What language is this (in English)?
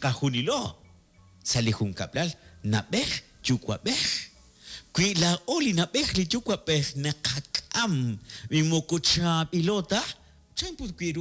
Kekchí